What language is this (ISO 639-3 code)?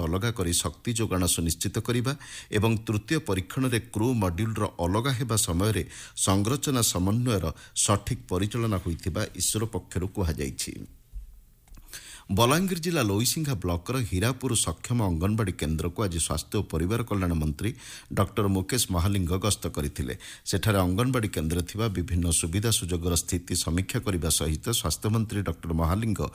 ori